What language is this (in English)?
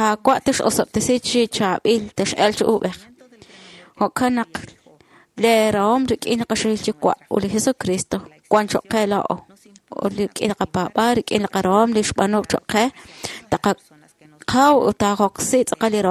Kekchí